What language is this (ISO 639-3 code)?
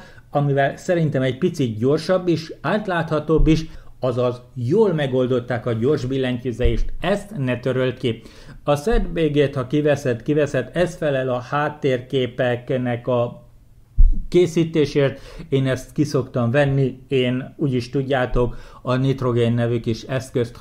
hun